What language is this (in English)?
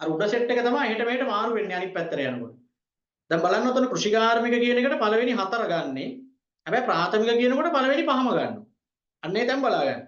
Sinhala